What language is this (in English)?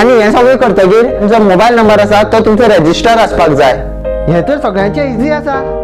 Konkani